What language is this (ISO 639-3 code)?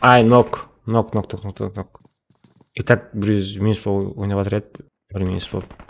kaa